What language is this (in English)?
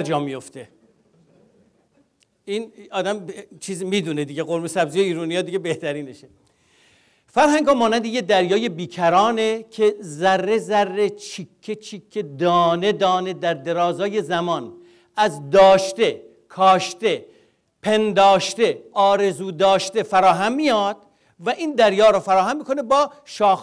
Persian